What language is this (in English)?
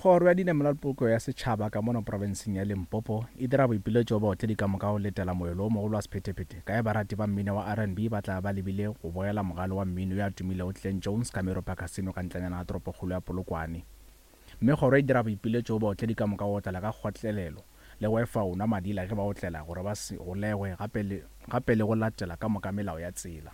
Northern Sotho